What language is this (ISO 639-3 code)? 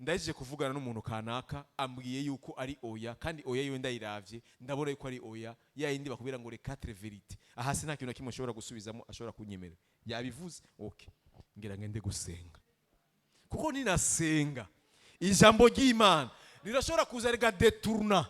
run